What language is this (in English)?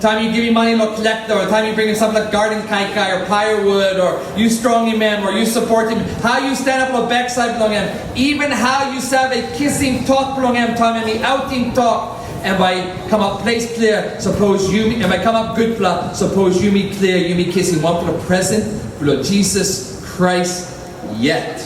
Tok Pisin